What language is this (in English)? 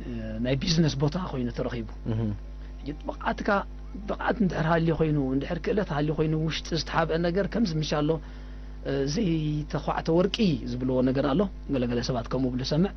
Tigrinya